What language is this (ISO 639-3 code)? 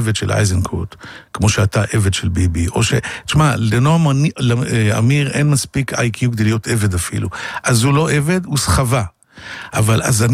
heb